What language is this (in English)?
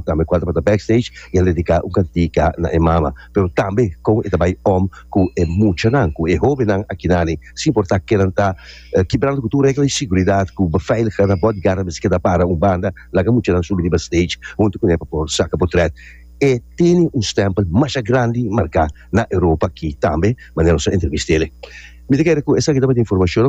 Papiamento